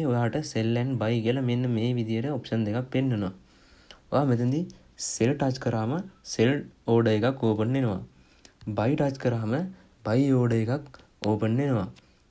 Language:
Sinhala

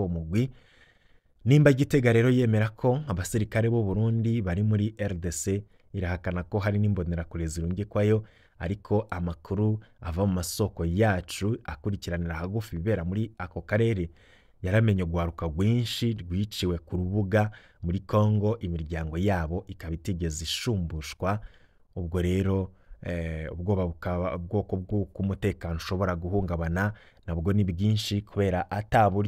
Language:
Rundi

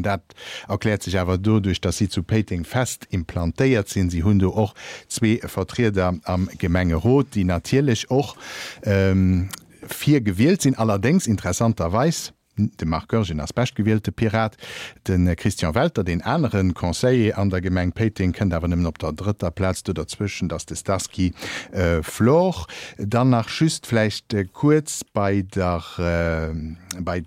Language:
Luxembourgish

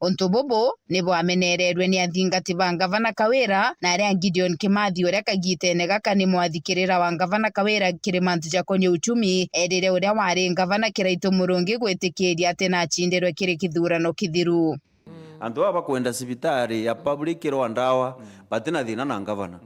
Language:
Meru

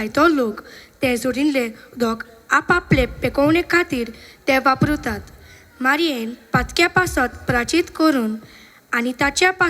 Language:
Konkani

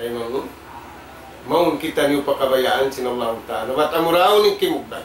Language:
Tausug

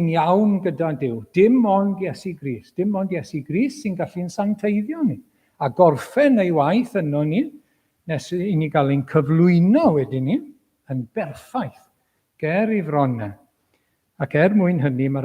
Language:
Welsh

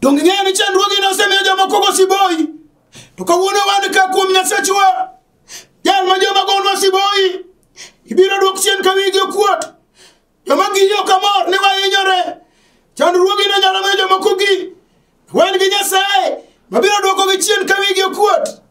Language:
Luo (Kenya and Tanzania)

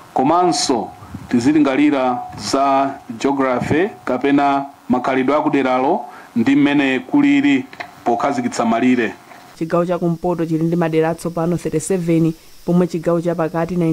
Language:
Nyanja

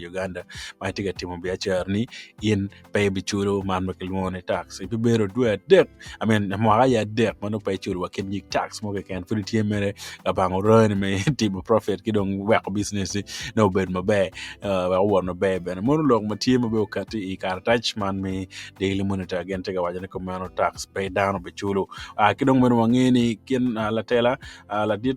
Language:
Acoli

